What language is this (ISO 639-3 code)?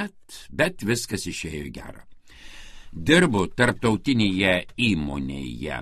lit